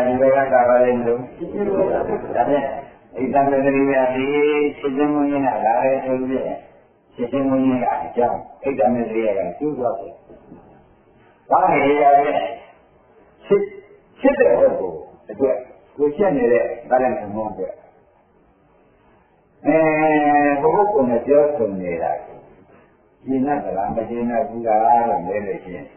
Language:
Burmese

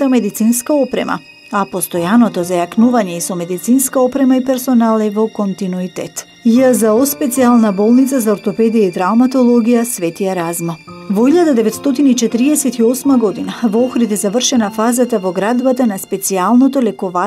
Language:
Macedonian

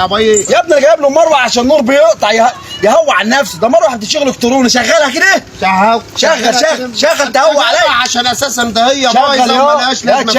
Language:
Egyptian Arabic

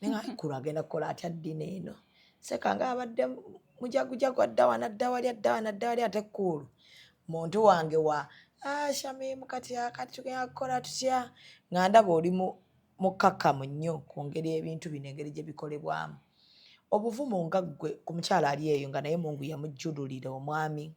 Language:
Ganda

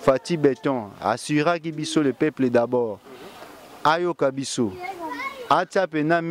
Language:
Lingala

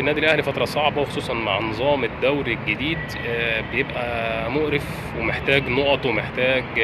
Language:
Egyptian Arabic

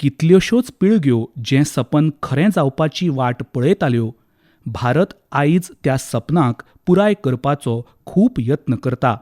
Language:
Konkani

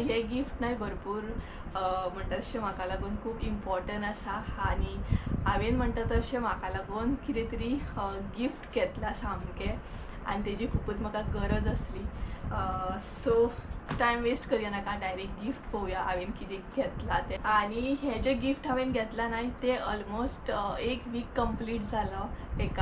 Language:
Konkani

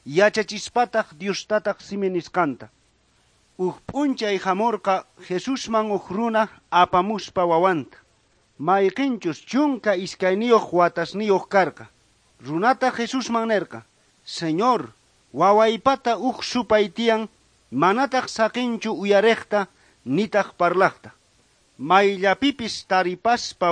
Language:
South Bolivian Quechua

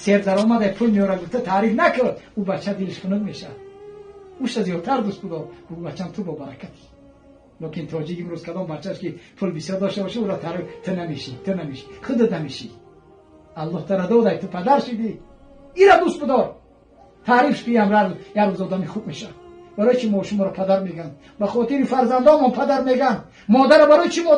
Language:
Tajik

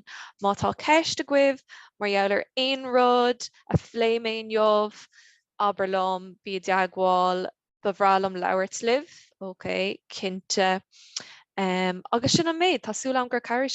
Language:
Irish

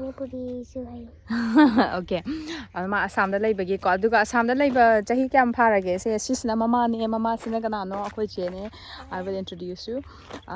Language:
Manipuri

